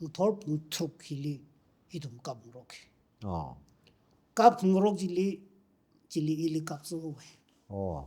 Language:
Tangkhul Naga (India)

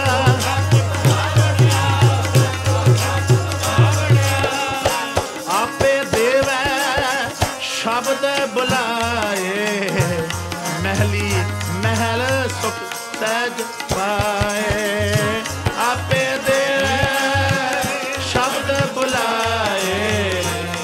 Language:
Punjabi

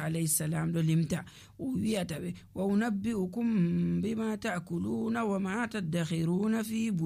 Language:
Nigerian Fulfulde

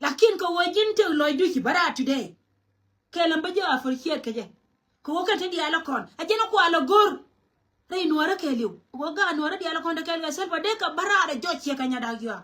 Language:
Nuer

